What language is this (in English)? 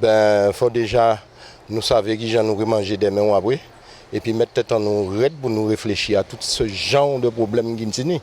Guadeloupean Creole French